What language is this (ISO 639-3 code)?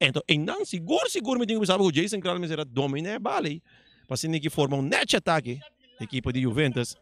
pap